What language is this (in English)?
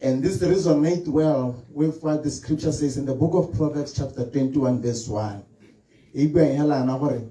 Tswana